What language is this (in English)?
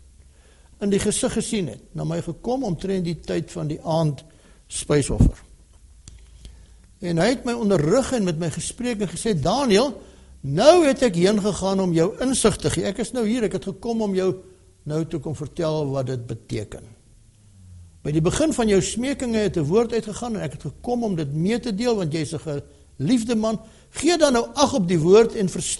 Afrikaans